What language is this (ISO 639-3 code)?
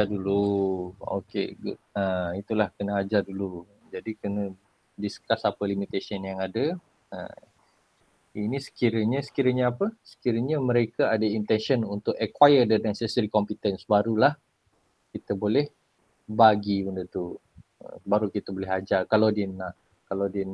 msa